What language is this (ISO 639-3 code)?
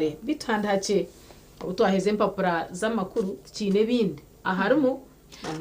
nyn